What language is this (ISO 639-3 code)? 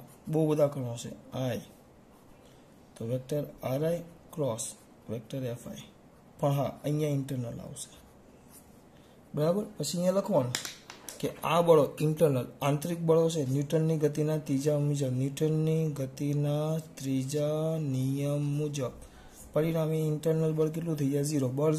guj